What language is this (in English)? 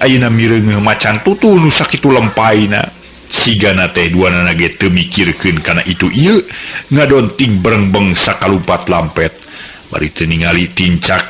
Sundanese